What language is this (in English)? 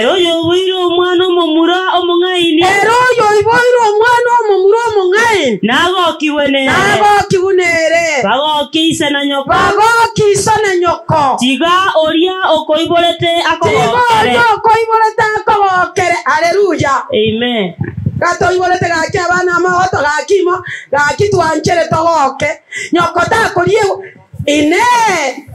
Gusii